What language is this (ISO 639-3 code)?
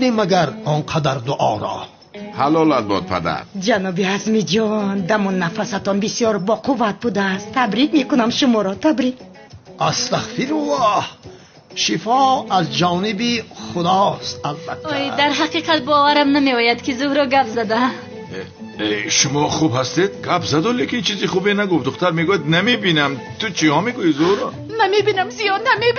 tgk